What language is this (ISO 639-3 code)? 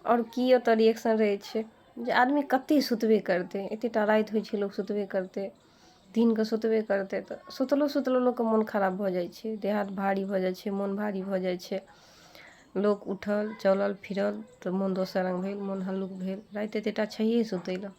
mai